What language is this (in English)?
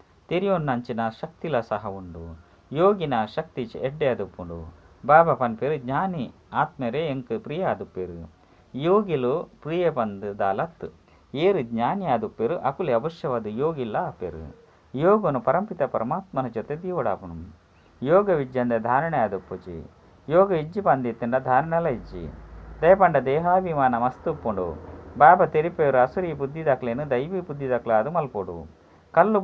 Tulu